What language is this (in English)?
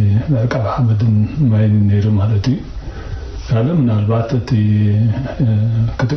Tigrinya